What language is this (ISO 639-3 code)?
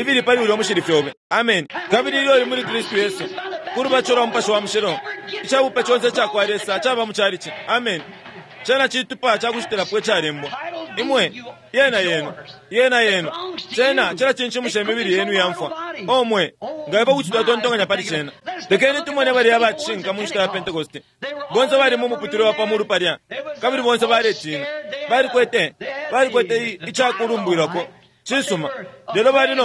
bem